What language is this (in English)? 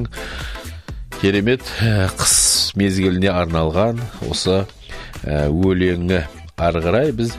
Kazakh